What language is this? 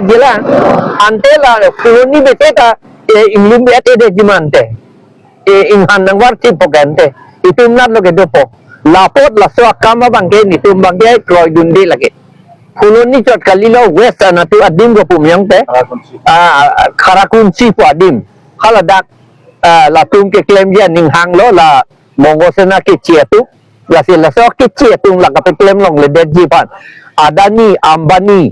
Karbi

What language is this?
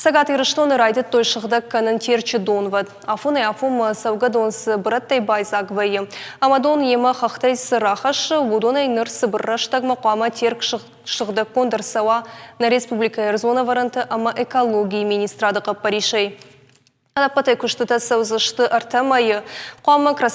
Ossetic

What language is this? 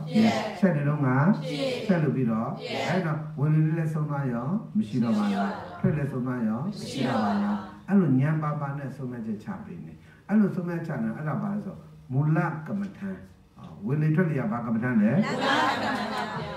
Burmese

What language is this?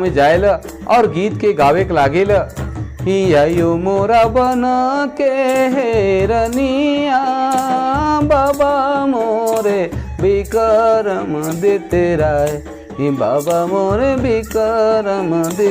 Sadri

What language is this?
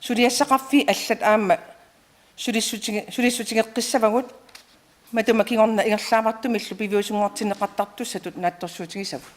Kalaallisut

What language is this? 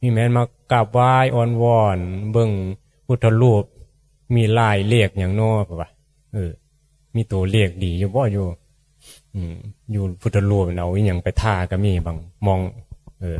Northeastern Thai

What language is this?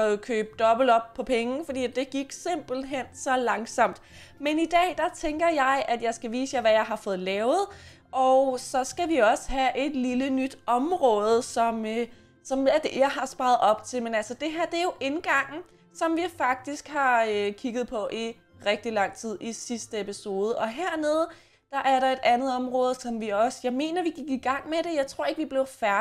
Danish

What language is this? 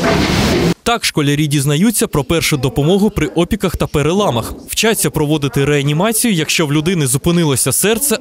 Ukrainian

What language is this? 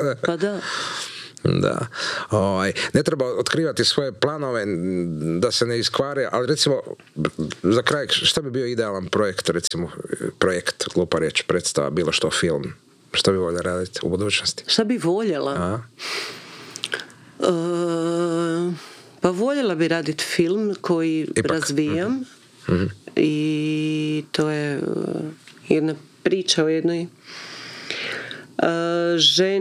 Croatian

